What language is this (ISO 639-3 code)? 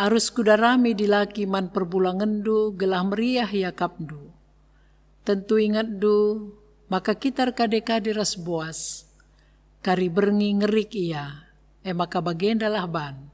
btx